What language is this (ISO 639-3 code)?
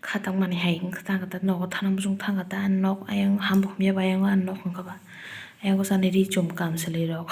trp